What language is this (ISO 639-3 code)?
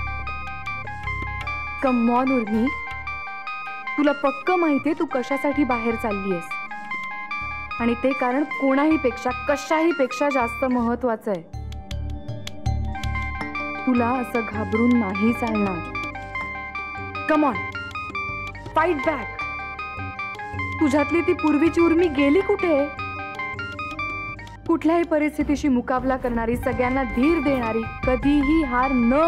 mar